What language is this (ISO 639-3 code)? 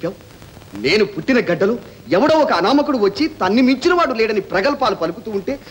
tel